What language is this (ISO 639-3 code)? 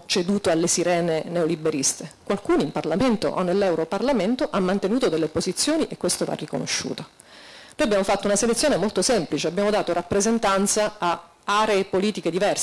ita